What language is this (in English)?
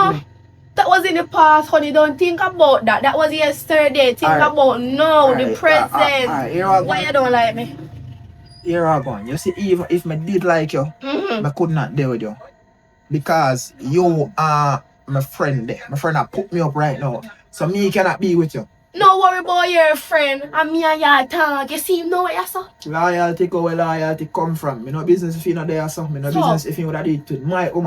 Jamaican Creole English